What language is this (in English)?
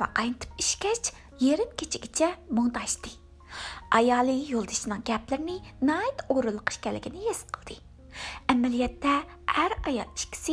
Uyghur